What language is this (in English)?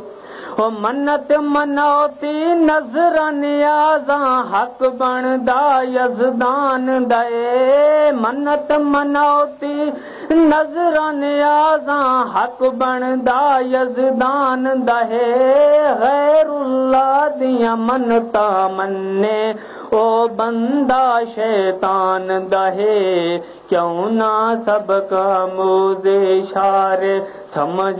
Western Panjabi